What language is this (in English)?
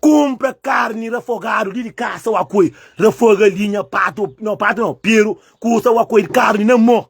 Kabuverdianu